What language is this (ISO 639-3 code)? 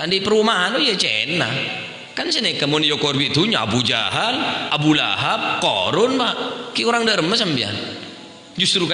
mad